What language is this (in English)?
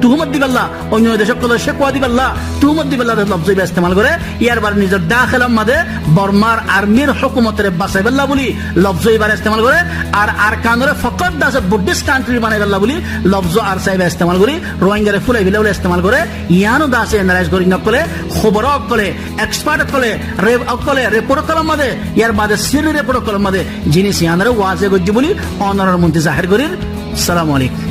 Rohingya